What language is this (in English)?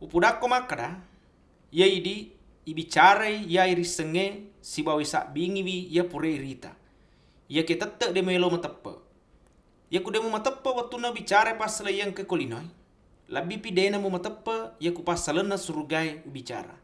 Buginese